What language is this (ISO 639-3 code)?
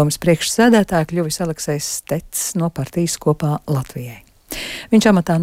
lav